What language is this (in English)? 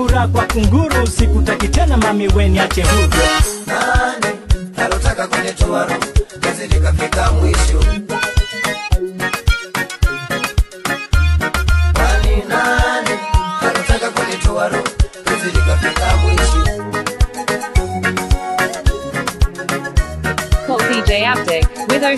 Swahili